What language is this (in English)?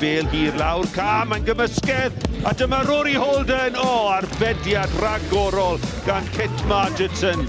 Welsh